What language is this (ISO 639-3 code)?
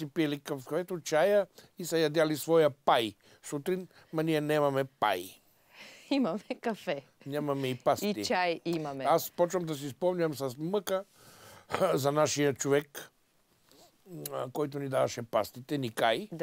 bul